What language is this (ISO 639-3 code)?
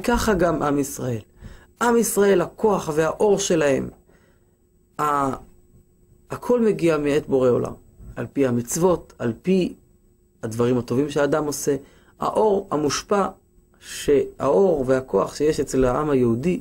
heb